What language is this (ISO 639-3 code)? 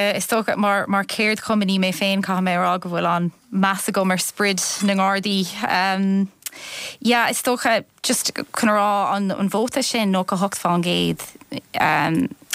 gle